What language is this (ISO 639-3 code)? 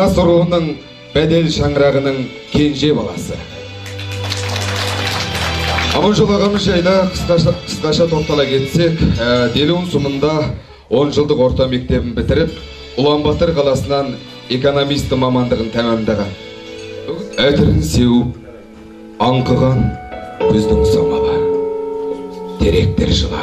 kaz